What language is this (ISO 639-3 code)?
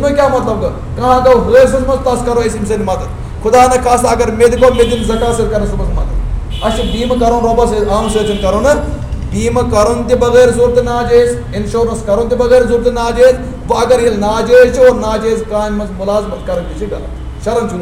kas